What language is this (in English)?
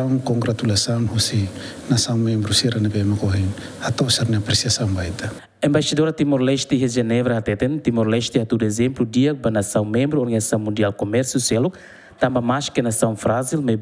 Tetum